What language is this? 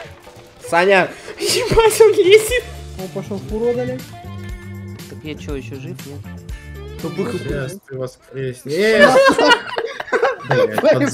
Russian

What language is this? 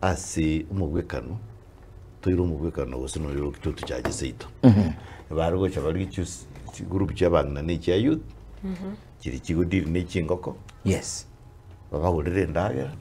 Gusii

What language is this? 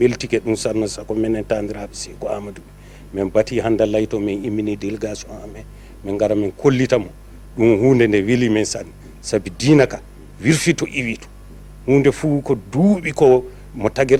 Bambara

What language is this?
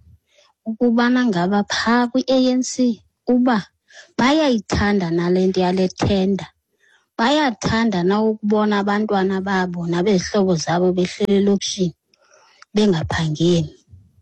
Xhosa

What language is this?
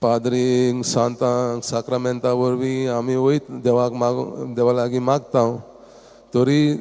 Konkani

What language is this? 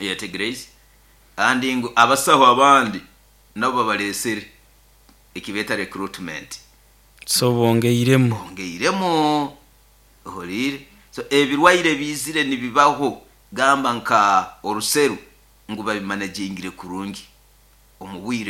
Nyoro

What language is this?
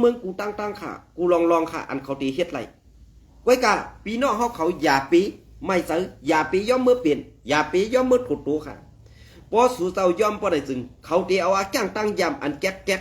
Shan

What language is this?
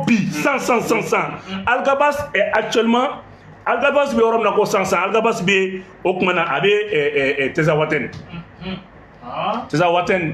Bambara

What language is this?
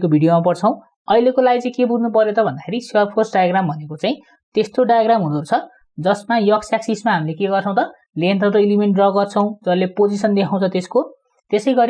Nepali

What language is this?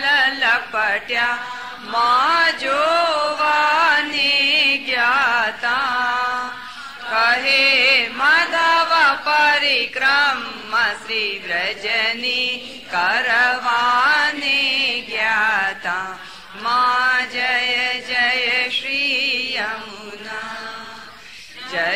Gujarati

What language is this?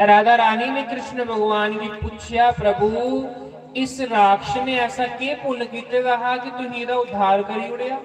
Dogri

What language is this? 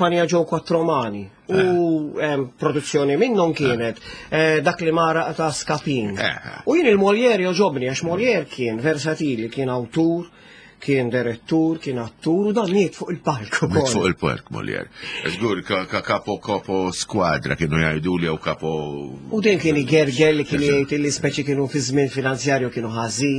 Maltese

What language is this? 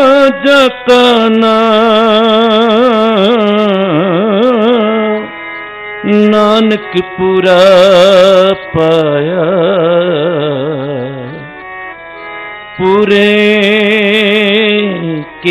Punjabi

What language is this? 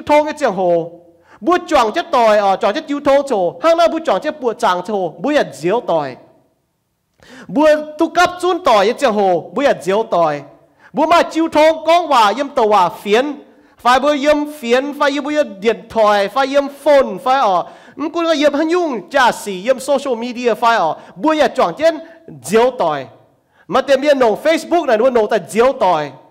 Iu Mien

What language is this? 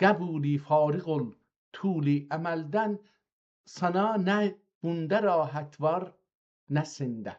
South Azerbaijani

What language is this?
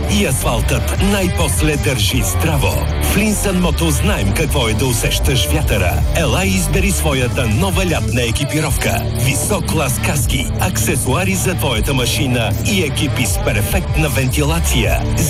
Bulgarian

